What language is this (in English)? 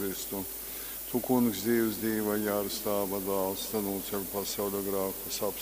Latgalian